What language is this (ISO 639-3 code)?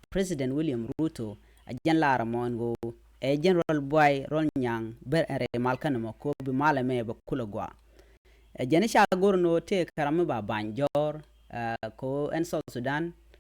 nus